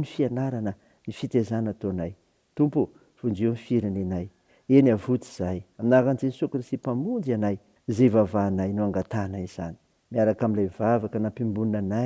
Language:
Malagasy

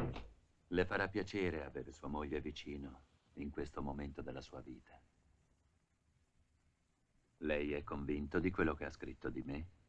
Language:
Italian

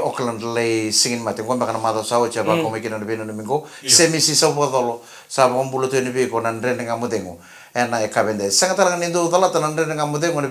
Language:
Fijian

